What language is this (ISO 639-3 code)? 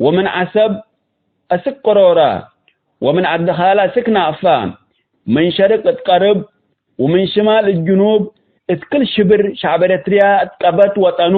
tig